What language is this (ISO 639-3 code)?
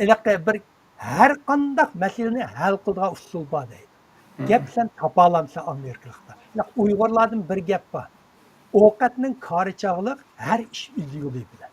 uig